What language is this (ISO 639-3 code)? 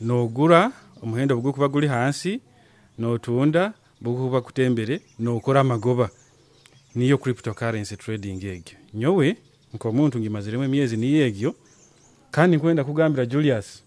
nyo